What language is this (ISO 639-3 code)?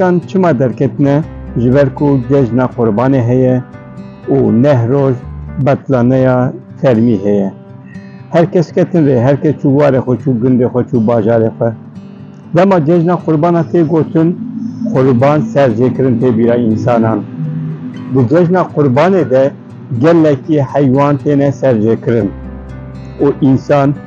kur